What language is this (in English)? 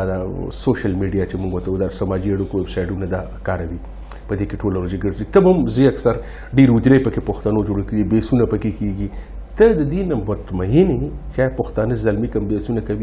Pashto